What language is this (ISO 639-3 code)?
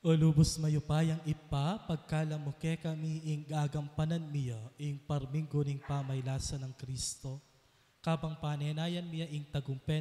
pam